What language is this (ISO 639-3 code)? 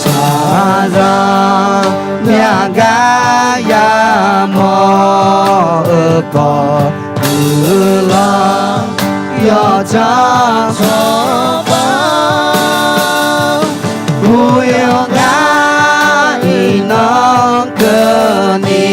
ahk